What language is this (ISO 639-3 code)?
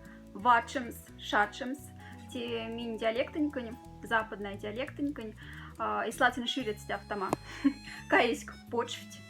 mdf